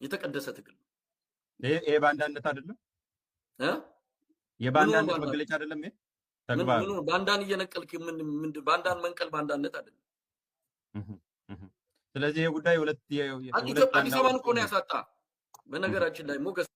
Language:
Amharic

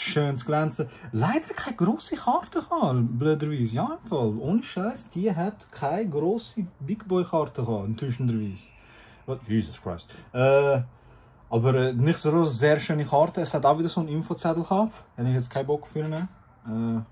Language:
Swiss German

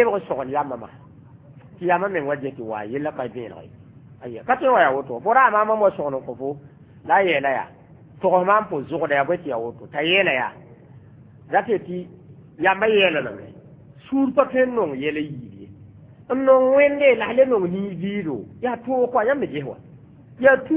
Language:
Mossi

